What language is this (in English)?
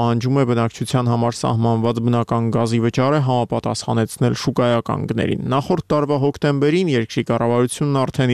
Armenian